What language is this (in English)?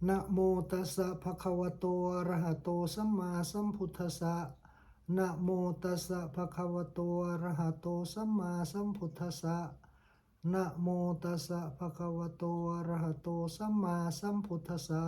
Pali